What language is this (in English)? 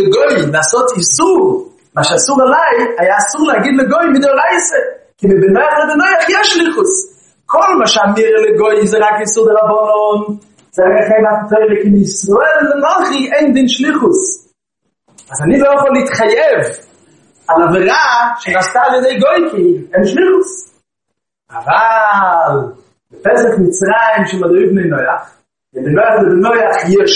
Hebrew